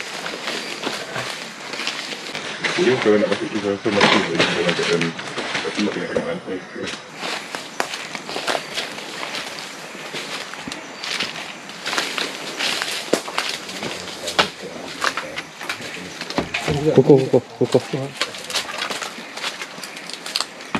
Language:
Malay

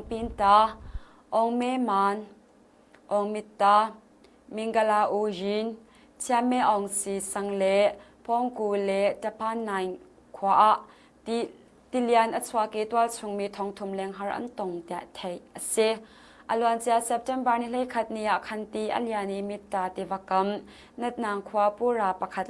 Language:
Hakha Chin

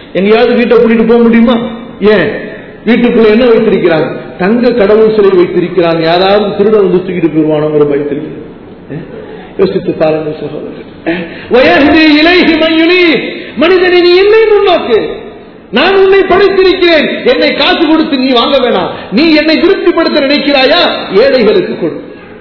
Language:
Tamil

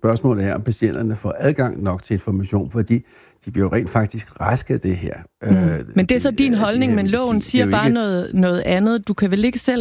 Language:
Danish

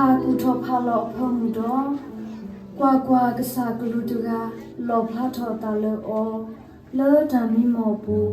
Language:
S'gaw Karen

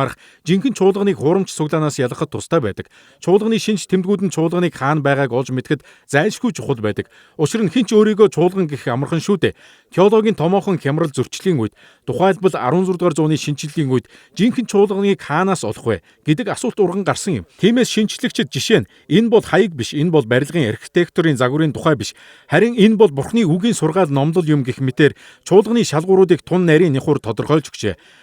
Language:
Mongolian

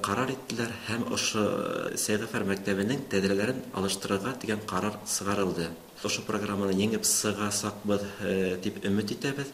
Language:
Bashkir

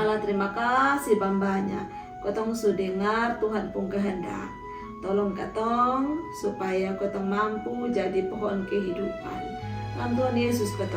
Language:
Kupang Malay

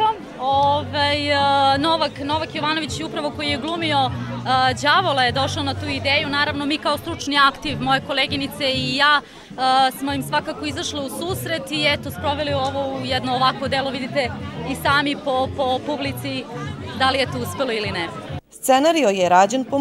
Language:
Serbian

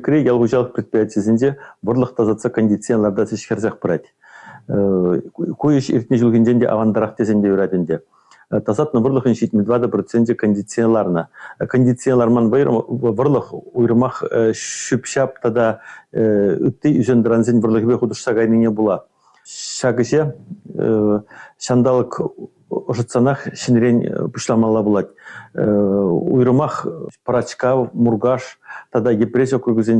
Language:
Chuvash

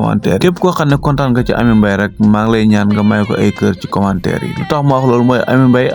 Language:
Wolof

